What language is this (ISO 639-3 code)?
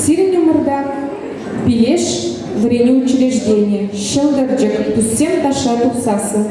chv